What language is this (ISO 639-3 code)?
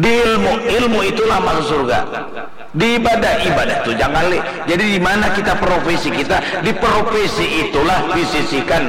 bjn